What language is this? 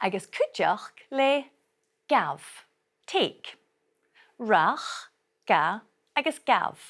Scottish Gaelic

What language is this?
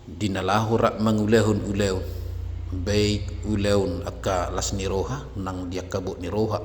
Batak Toba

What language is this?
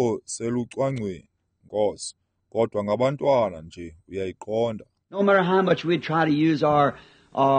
Xhosa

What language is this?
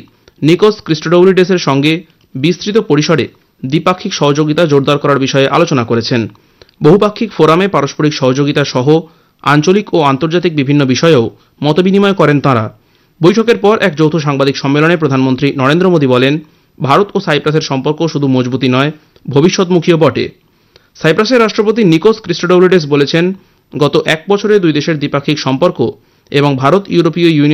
Bangla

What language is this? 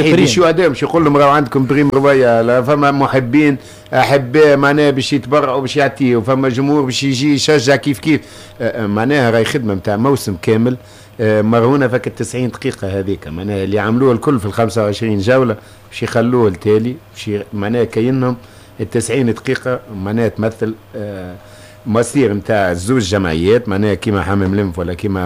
Tunisian Arabic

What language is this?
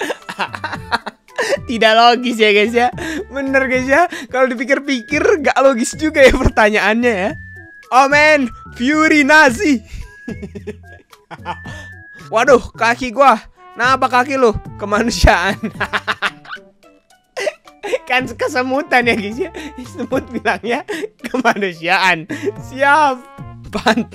Indonesian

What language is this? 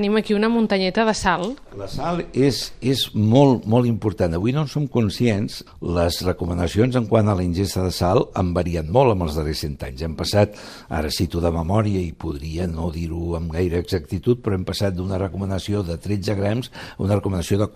Catalan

